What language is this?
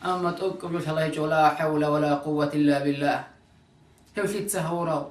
Avaric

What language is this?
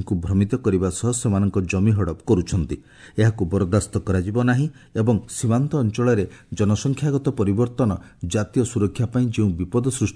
Odia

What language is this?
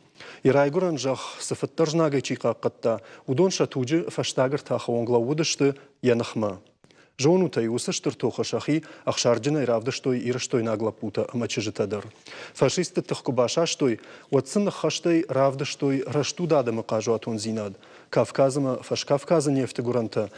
Ossetic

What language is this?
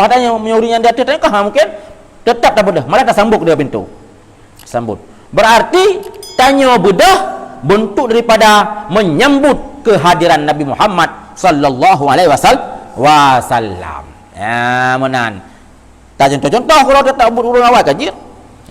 Achinese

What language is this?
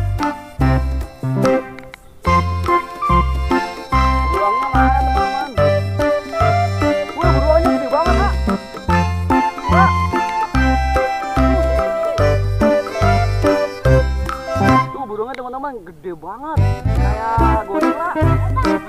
Indonesian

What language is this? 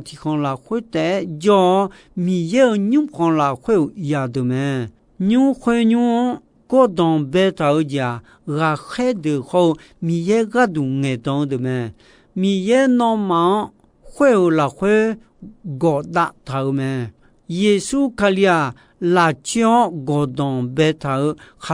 Akha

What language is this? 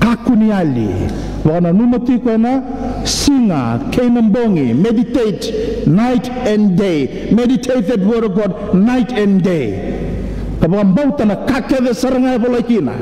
Fijian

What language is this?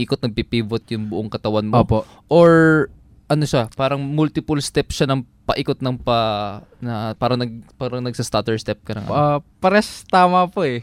Filipino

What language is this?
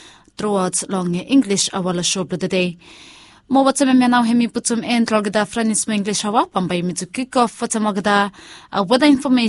Bislama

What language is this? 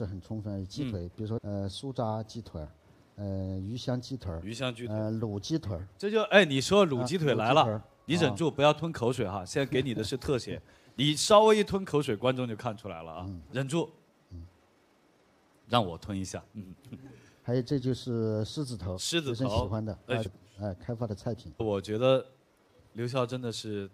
Chinese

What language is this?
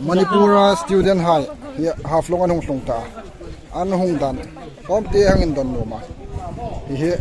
Hmar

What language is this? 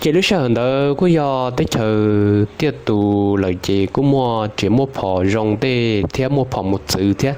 Hmong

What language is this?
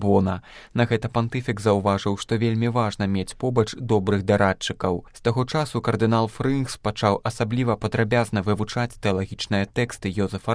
Belarusian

